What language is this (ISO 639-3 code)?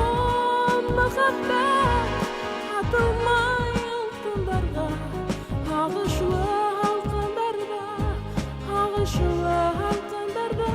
bak